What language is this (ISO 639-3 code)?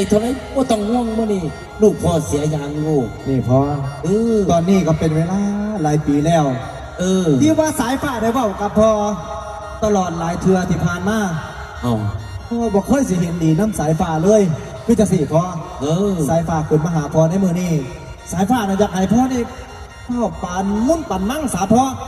tts